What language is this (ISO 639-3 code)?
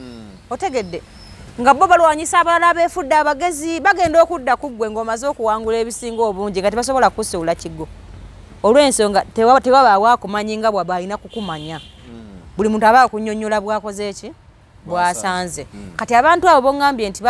lug